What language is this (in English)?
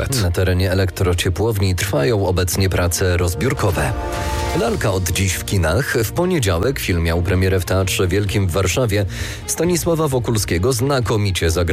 Polish